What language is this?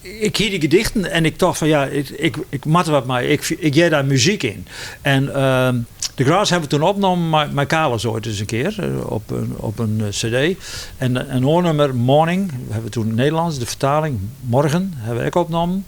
Western Frisian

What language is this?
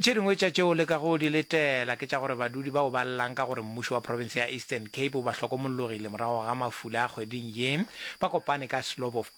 Northern Sotho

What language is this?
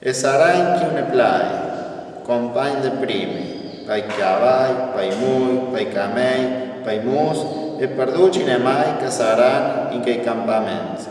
Friulian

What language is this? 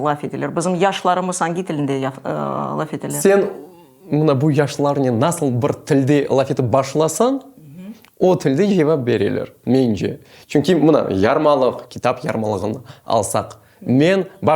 Crimean Tatar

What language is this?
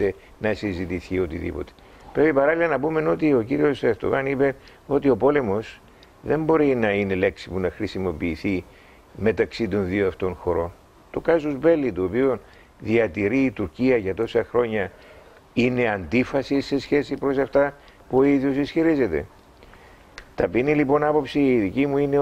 Greek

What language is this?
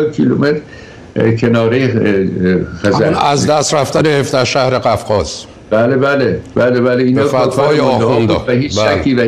Persian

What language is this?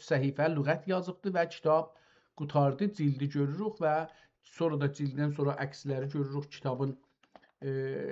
South Azerbaijani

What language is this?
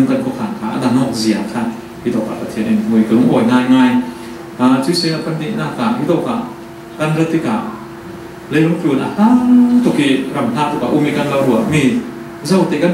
Falam Chin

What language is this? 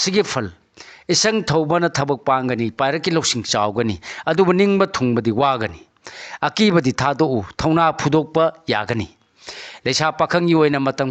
Manipuri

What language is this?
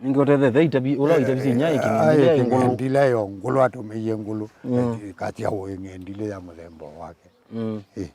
Kamba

